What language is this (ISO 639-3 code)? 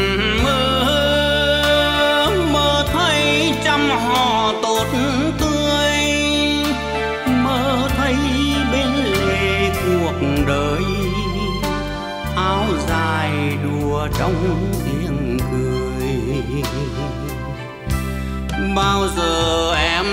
vie